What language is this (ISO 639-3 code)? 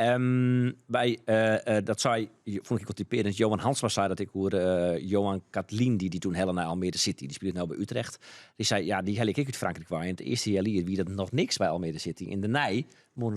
fry